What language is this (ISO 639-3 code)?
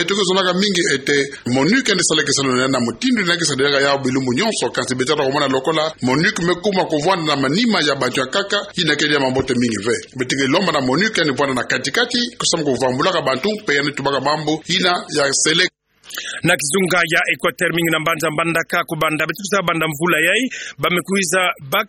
ktu